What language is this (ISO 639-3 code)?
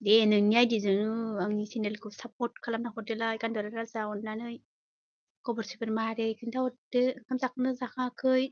brx